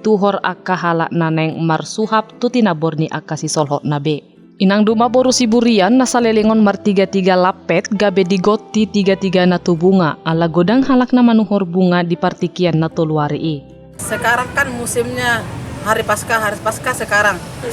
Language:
Batak Toba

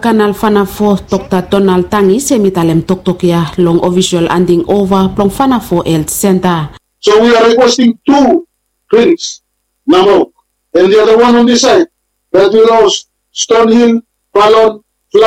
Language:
Bislama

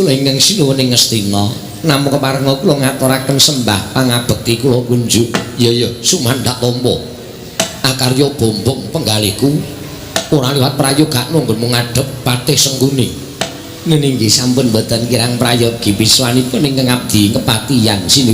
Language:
Javanese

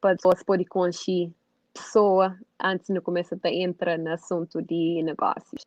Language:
Kabuverdianu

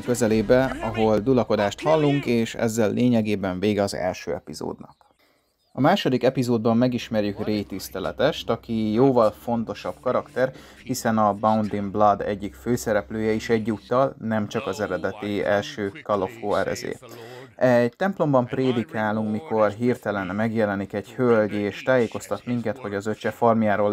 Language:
Hungarian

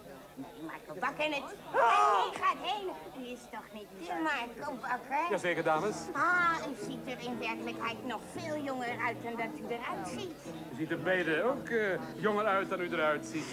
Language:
Dutch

